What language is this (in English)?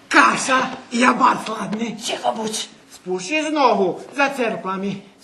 Rusyn